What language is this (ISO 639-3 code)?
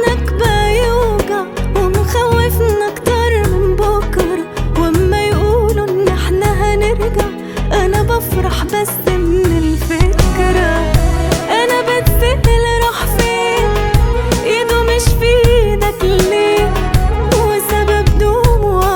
arz